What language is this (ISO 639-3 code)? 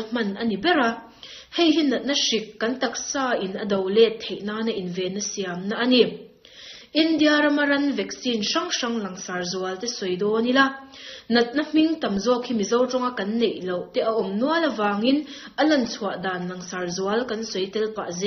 lus